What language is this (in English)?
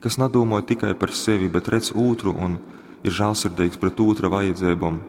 Latgalian